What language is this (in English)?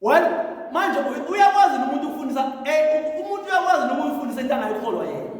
Zulu